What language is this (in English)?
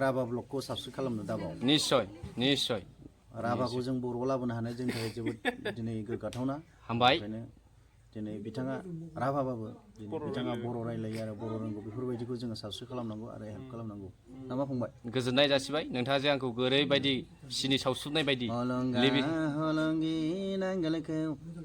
Bodo